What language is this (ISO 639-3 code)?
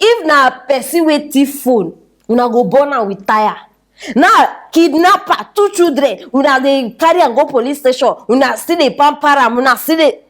pcm